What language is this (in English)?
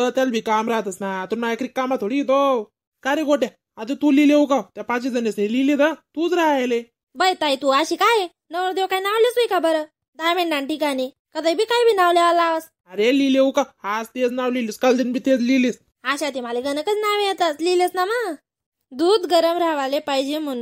Khandesi